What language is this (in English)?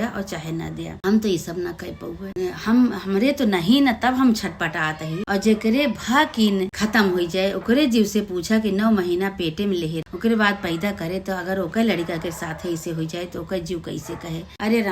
Awadhi